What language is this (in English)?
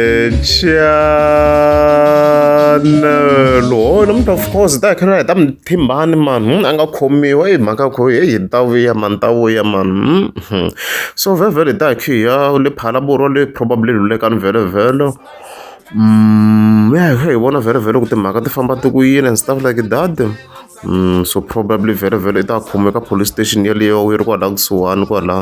Tsonga